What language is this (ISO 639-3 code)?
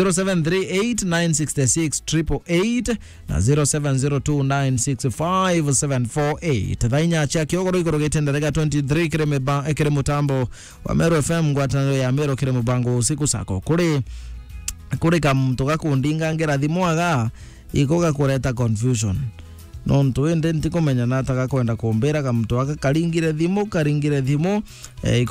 mer